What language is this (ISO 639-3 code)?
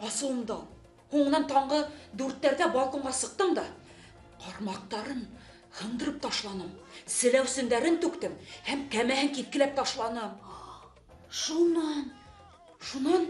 bak